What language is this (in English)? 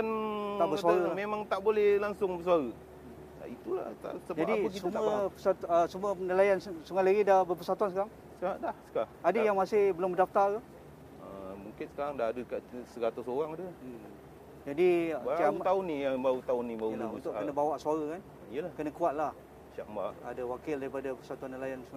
Malay